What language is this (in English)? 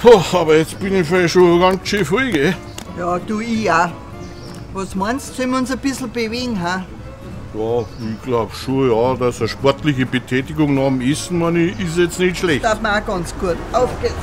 Bavarian